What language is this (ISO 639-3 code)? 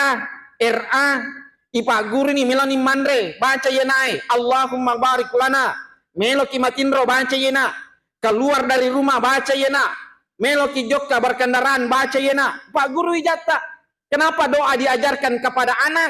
bug